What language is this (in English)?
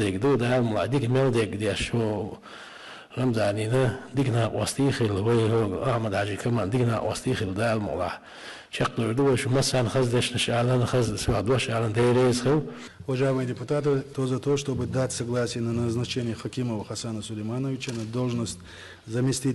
Chechen